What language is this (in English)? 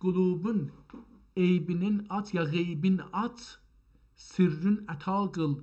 South Azerbaijani